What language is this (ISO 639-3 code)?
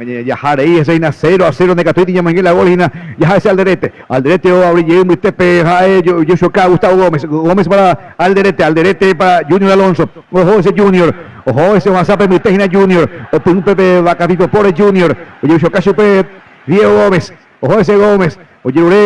grn